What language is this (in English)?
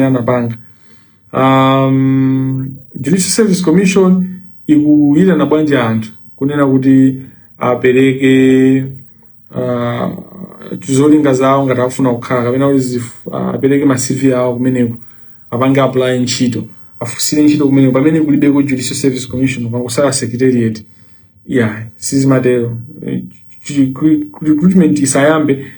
Nyanja